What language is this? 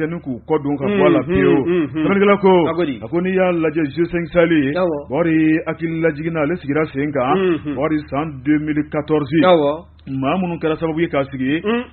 Bambara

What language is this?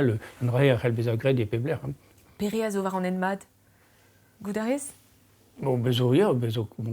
Breton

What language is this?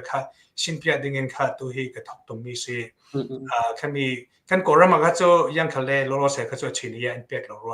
Hakha Chin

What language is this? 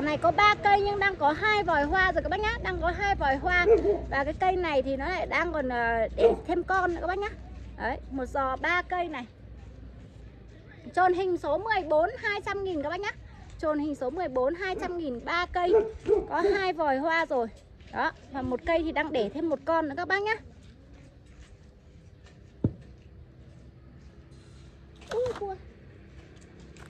Vietnamese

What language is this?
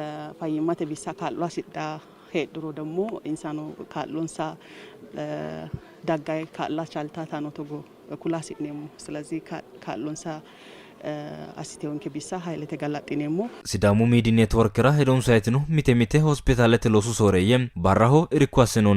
Sidamo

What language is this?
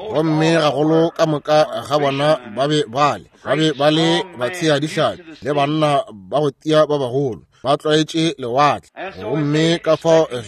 Northern Sotho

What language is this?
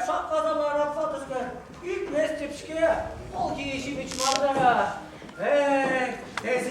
Chuvash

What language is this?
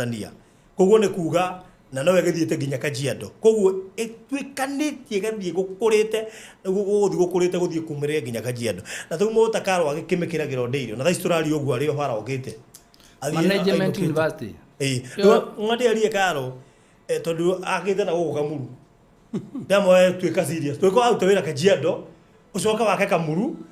Kikuyu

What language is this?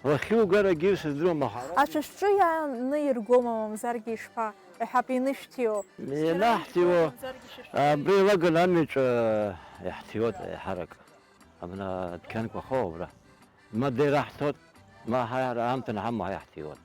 Abkhazian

